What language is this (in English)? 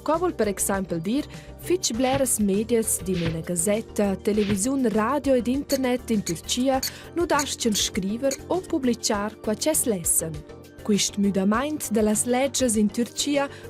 Romansh